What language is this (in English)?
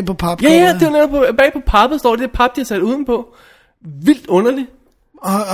Danish